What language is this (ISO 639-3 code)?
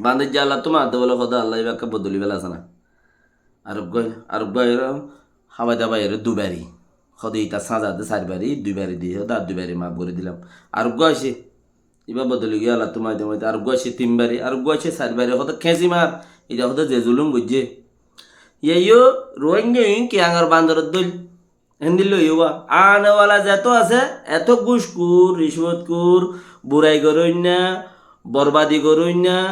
rhg